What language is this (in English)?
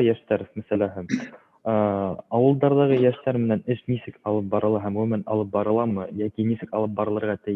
Bashkir